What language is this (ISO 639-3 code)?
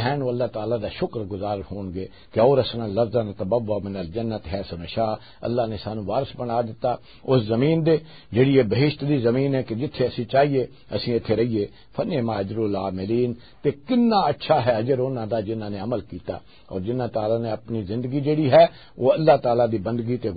lah